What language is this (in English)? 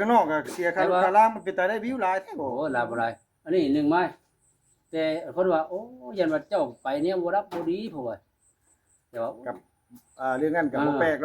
Northeastern Thai